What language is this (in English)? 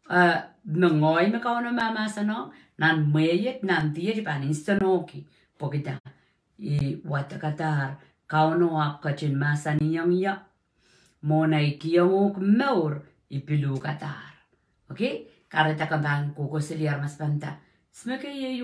Pohnpeian